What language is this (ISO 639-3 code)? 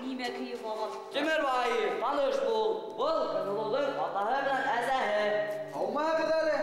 bak